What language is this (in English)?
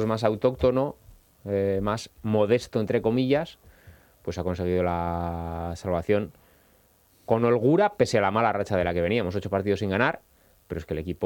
Spanish